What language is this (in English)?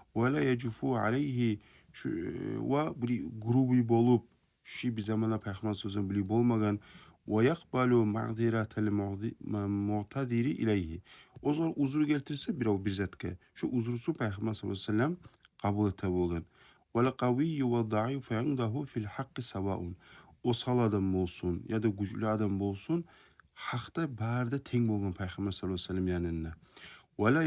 Kumyk